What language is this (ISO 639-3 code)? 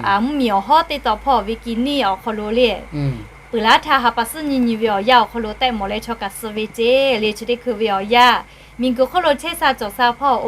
lhu